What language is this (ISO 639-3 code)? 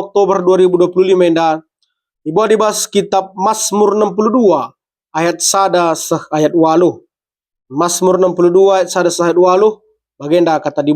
btx